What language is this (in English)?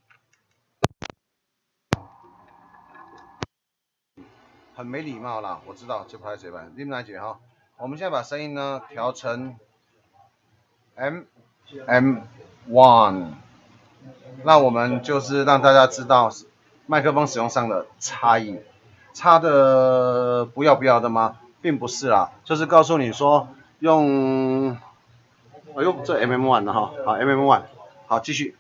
Chinese